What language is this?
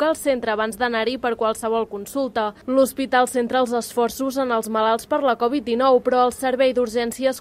Catalan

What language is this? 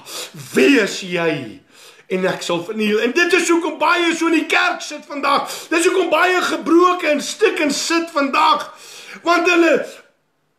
Afrikaans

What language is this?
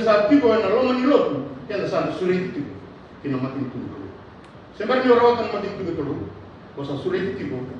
Fijian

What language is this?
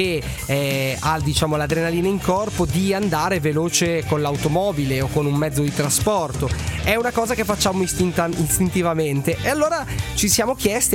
Italian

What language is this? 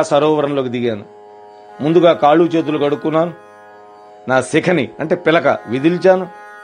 Telugu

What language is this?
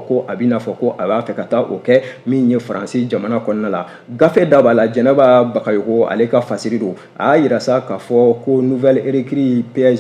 Bambara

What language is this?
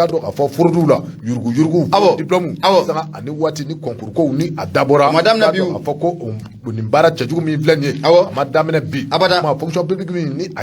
Bambara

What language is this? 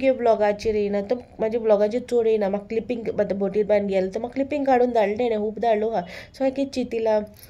Konkani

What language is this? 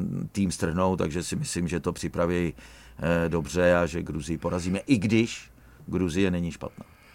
Czech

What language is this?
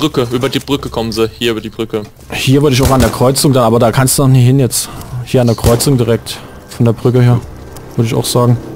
German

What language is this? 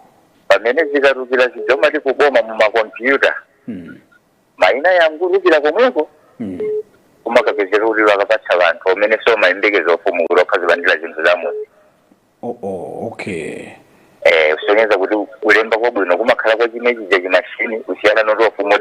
Nyanja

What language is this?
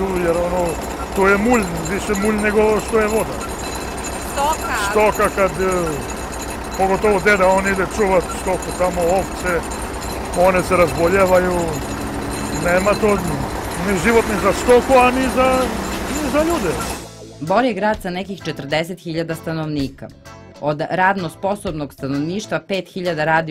Serbian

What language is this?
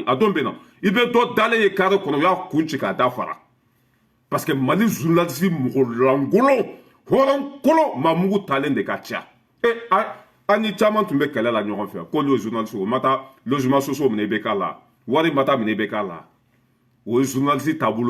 Bambara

